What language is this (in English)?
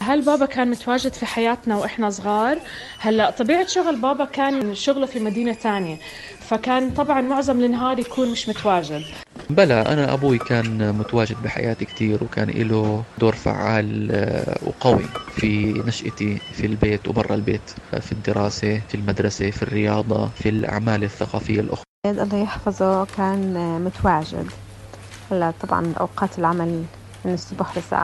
North Levantine Arabic